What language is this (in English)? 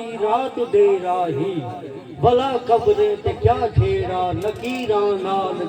Saraiki